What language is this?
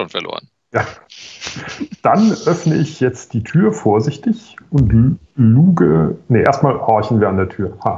German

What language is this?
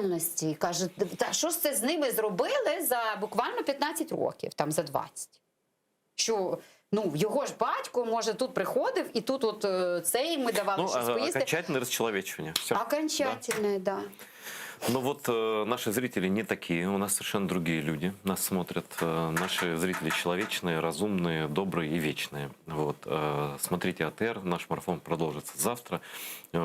Crimean Tatar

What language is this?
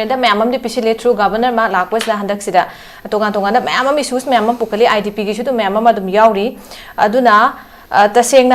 Manipuri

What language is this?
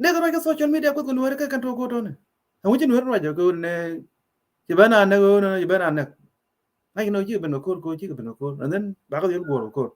Nuer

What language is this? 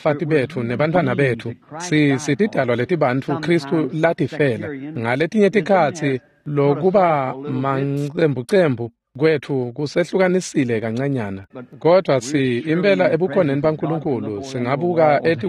Swati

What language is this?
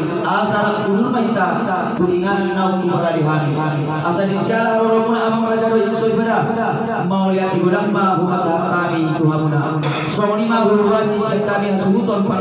Batak Toba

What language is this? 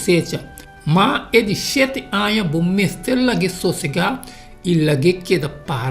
Papiamento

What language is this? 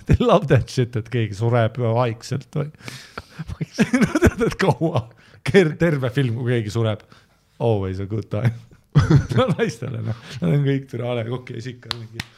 Estonian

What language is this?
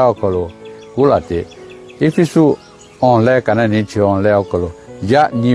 Lahu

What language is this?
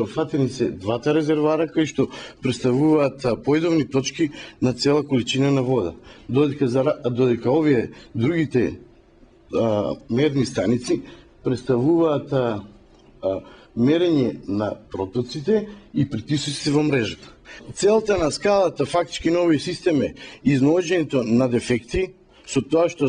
Macedonian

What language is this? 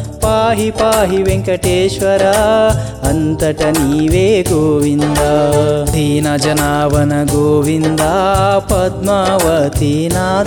Telugu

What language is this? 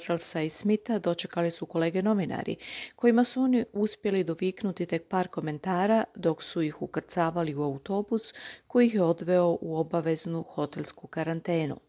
Croatian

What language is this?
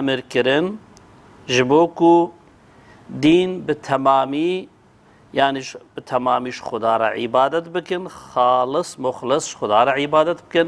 Kurdish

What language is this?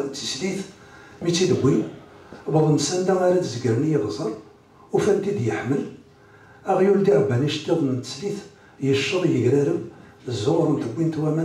Kabyle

